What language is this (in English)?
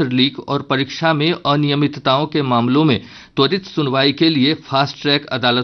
Hindi